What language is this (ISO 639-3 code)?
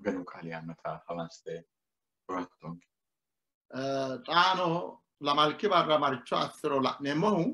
sid